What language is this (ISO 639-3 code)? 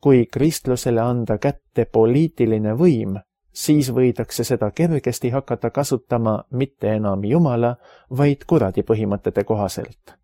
est